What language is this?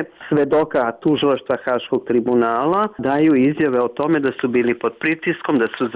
Serbian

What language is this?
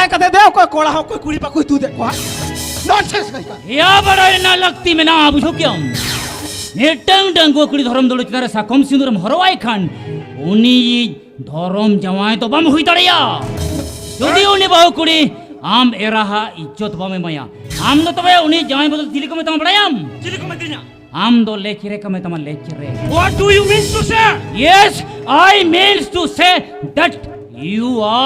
Santali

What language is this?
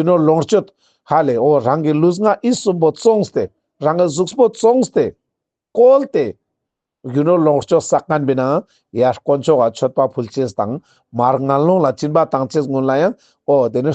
Ladakhi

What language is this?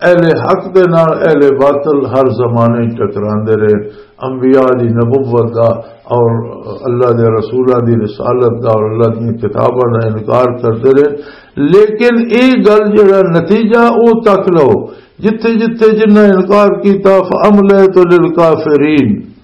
Western Panjabi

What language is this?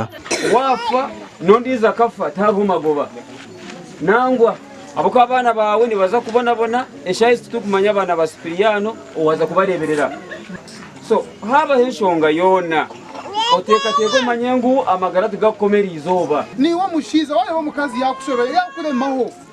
Nyankole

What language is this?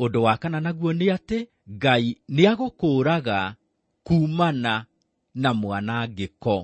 Kikuyu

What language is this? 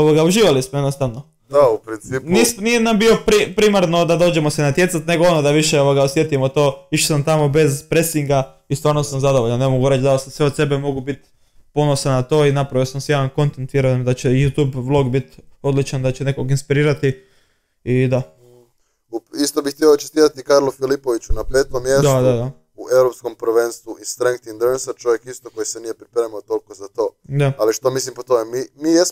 Croatian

